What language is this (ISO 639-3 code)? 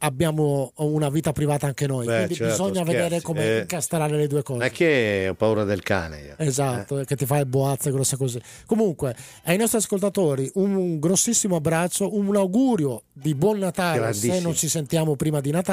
ita